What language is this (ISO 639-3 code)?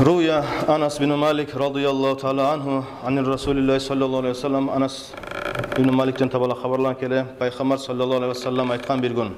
kum